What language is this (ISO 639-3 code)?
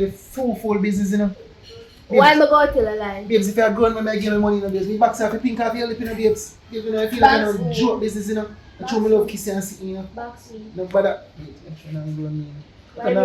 jam